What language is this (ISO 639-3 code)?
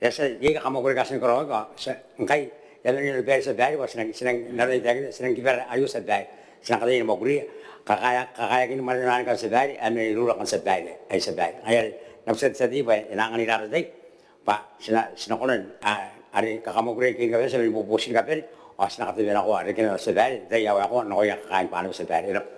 gil